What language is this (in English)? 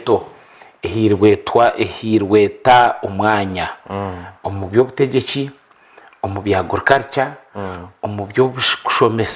Nyankole